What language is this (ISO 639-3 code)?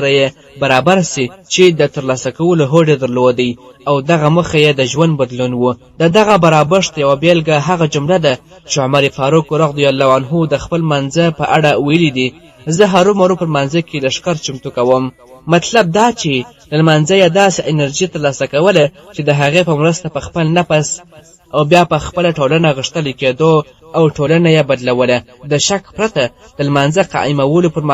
pus